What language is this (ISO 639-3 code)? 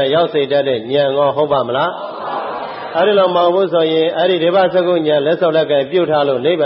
mya